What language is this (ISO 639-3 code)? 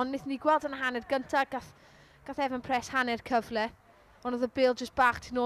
cym